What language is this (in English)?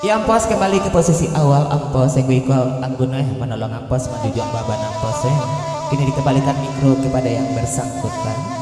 Minangkabau